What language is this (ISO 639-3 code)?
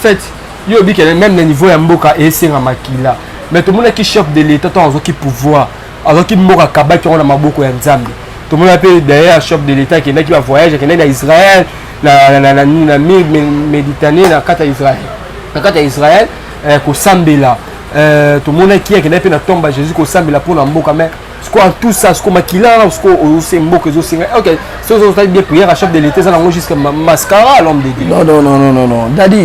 lin